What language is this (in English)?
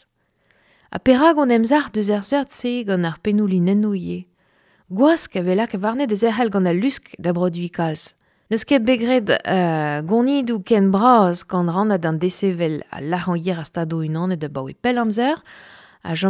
Breton